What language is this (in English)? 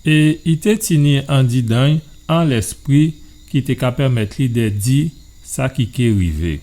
Guadeloupean Creole French